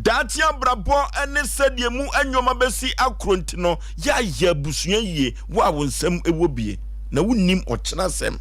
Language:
Akan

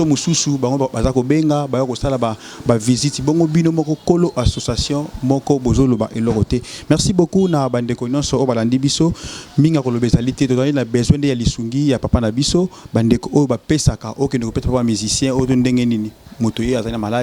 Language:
Lingala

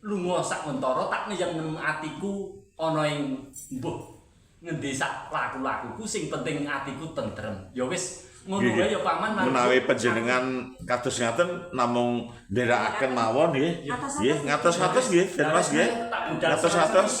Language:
Javanese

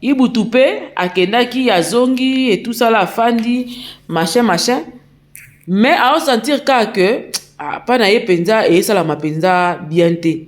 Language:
Lingala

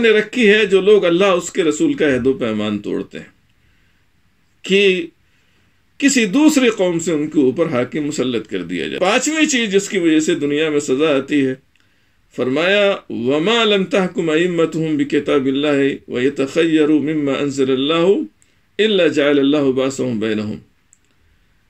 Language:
Urdu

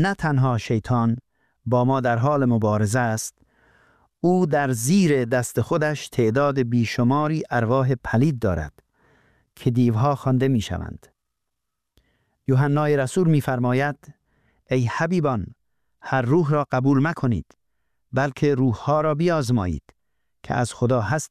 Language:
Persian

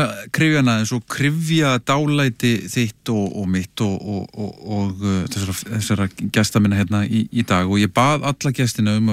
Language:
Icelandic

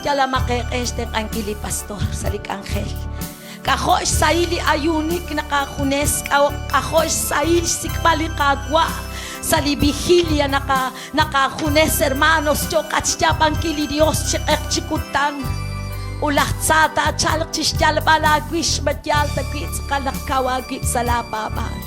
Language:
Kekchí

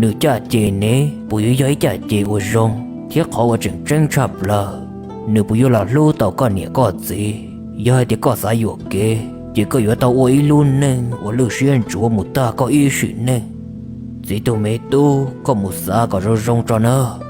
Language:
Hmong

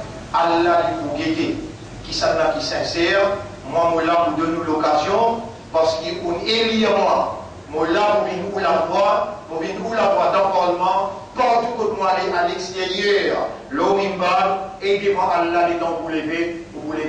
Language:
Morisyen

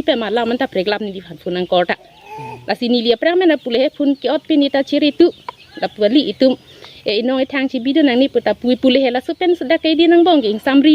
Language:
Karbi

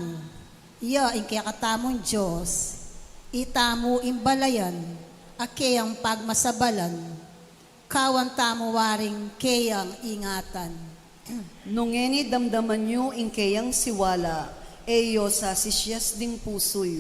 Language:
Pampanga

